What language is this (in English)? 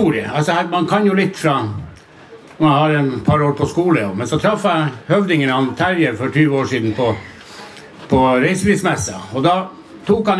Norwegian